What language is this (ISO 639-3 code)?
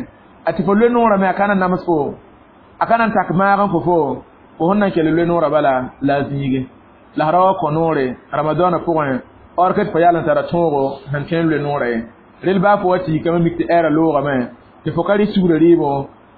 mos